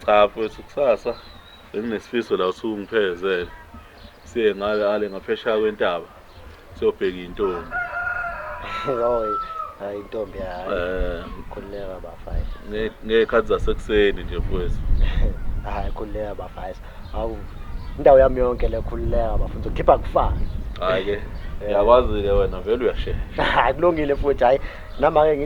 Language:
Zulu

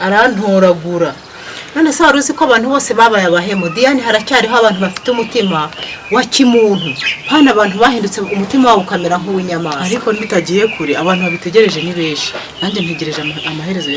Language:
Kinyarwanda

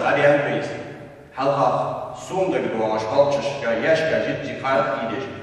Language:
Ingush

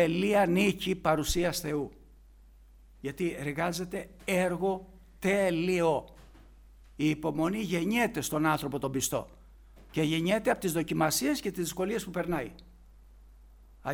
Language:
Greek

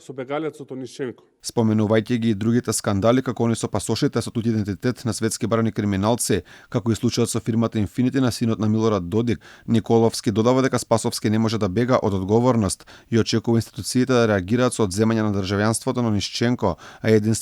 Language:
Macedonian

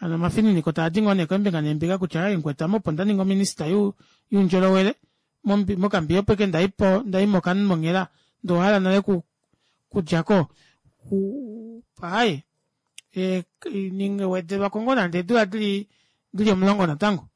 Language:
Kuanyama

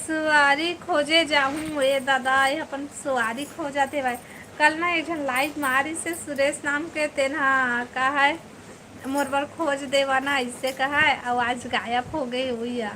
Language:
Chhattisgarhi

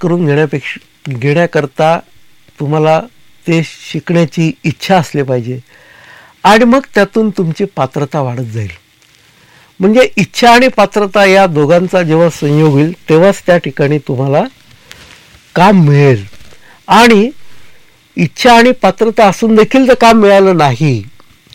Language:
Marathi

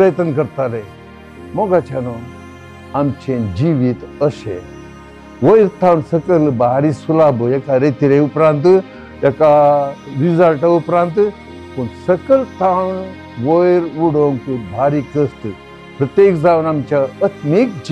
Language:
Konkani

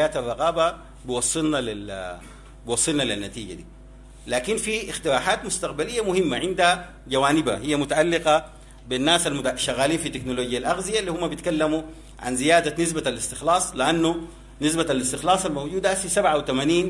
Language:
Sudanese Arabic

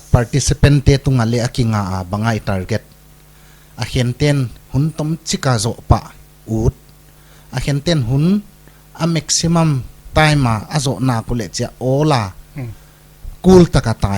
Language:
Paite Chin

